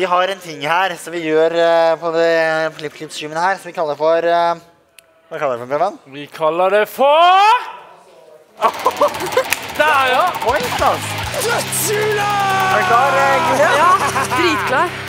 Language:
Norwegian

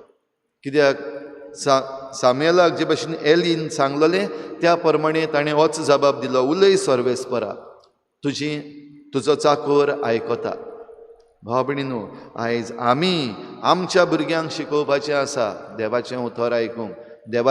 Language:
Konkani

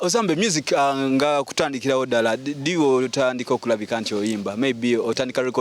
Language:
Ganda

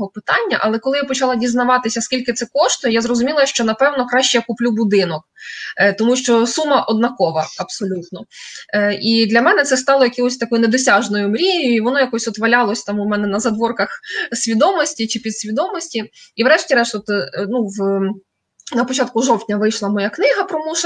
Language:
Ukrainian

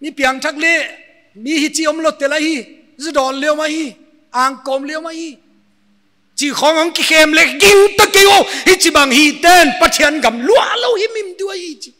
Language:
Paite Chin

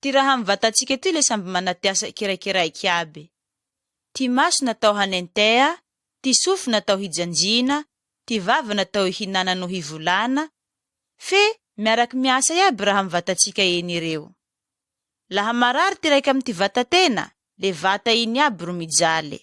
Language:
Malagasy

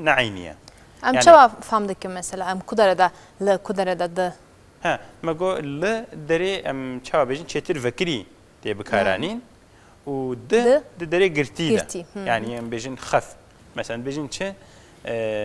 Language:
Kurdish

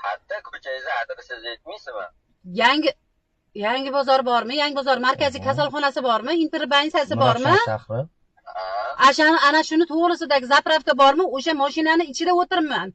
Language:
Uzbek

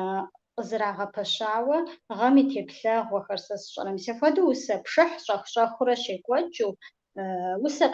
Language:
Kabardian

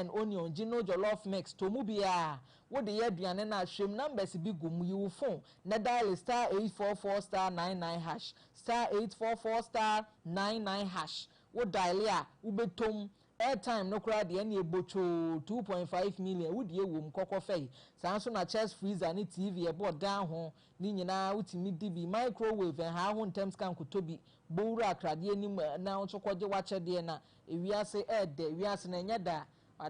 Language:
Akan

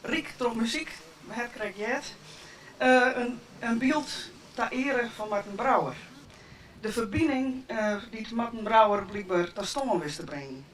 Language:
Western Frisian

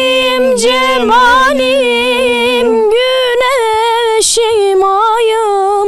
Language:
Zaza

